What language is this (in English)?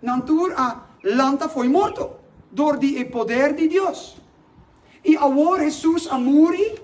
Papiamento